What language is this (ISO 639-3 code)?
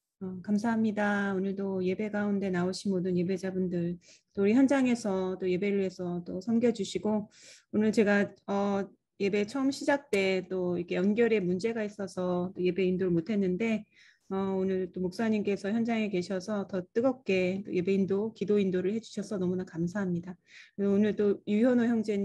kor